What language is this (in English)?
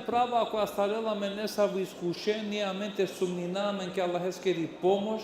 Balkan Romani